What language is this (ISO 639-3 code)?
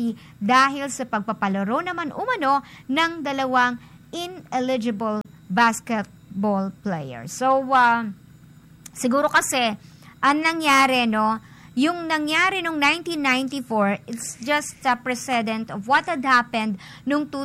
fil